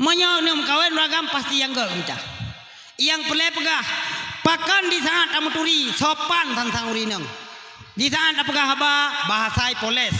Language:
Achinese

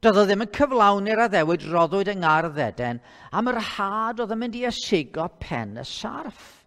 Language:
Welsh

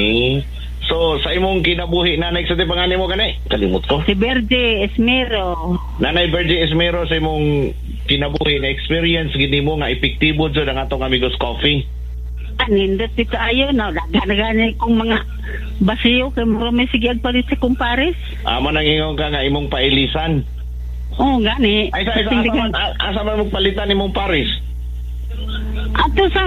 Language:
Cebuano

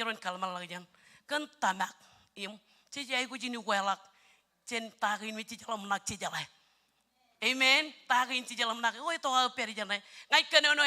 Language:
Marshallese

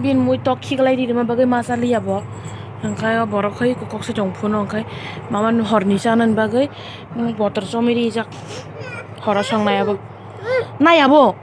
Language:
Kok Borok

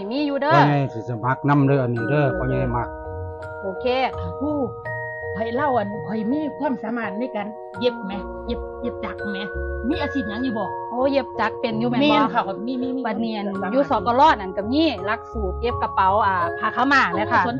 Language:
Northeastern Thai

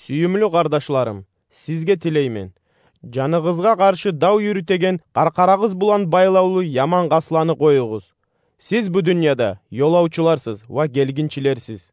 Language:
Kumyk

